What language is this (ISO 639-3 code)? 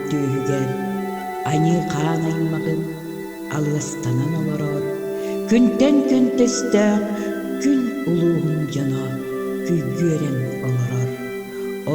sah